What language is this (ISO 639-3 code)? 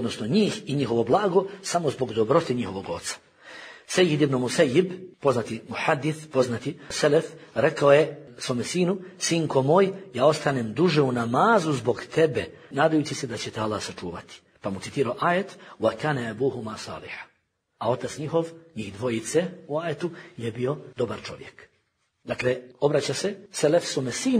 bos